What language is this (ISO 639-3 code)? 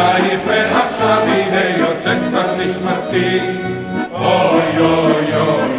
heb